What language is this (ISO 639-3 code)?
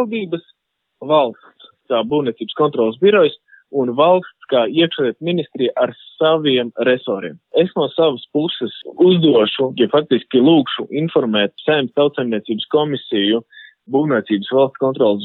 lav